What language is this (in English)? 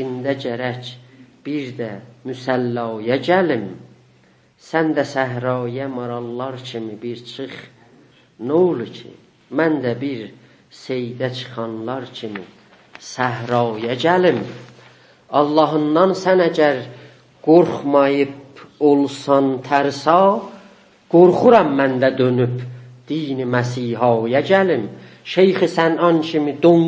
South Azerbaijani